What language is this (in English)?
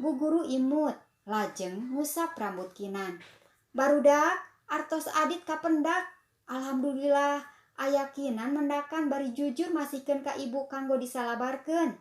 Sundanese